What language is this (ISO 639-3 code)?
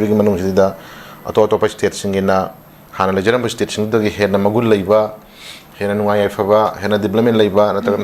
mni